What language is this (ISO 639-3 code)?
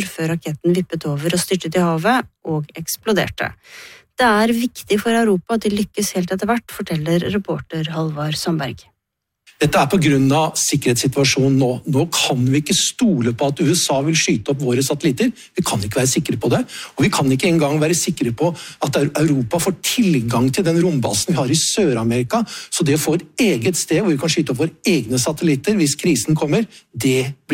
nor